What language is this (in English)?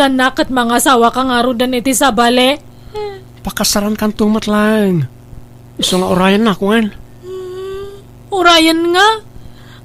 Iloko